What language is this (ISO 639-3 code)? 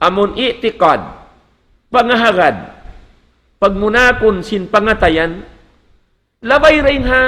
tsg